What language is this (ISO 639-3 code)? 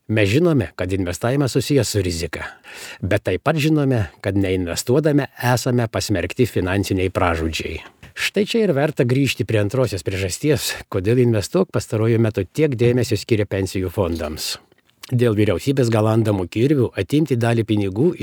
lit